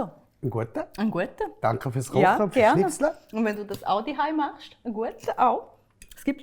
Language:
Swiss German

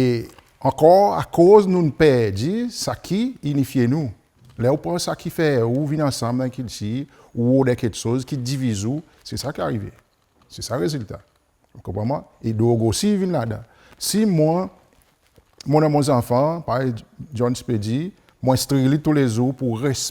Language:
Seselwa Creole French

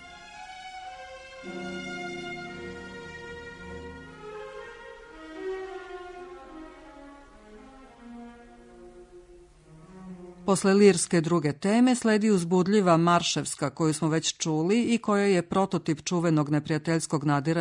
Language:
Serbian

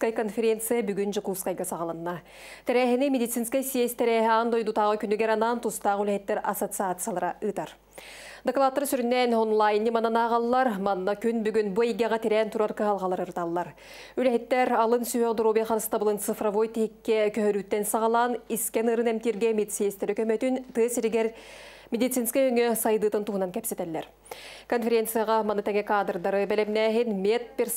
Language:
Yakut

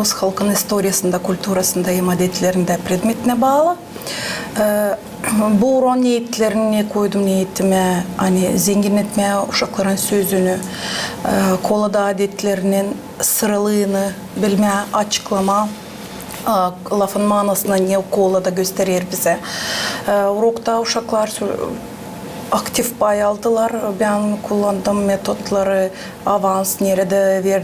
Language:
Gagauz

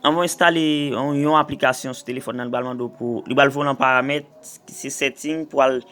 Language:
Haitian Creole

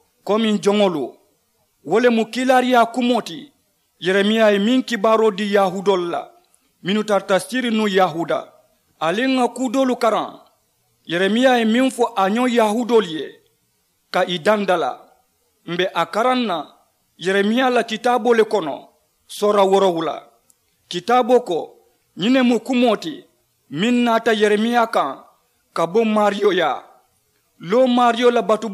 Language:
Mandingo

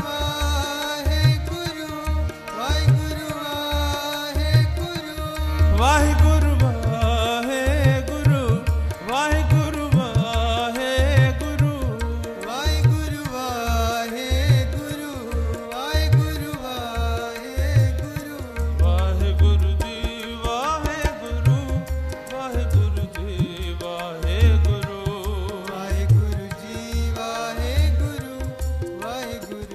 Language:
Punjabi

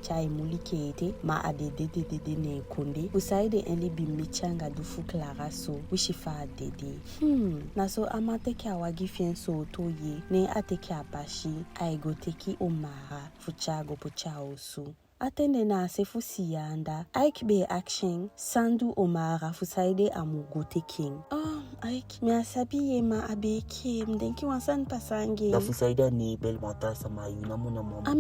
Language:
Eastern Maroon Creole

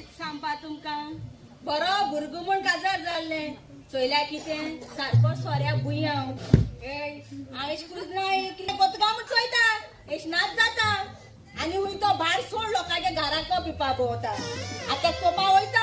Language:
Konkani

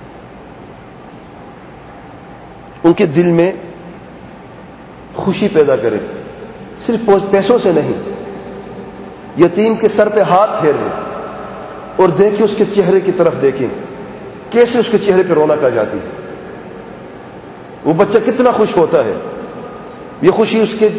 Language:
Urdu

